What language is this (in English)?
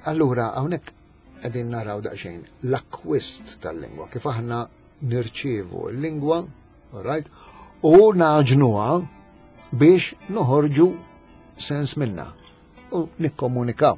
Maltese